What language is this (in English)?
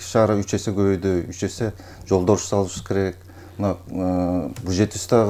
Kyrgyz